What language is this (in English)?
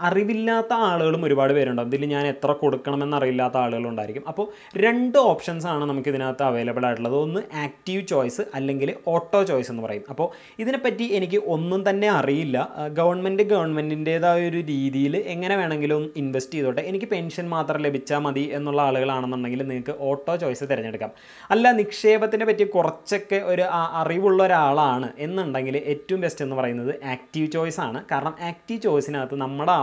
Malayalam